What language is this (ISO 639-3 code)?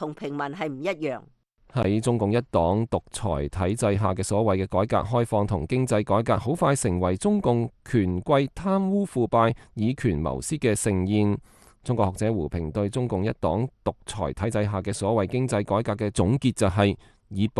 yue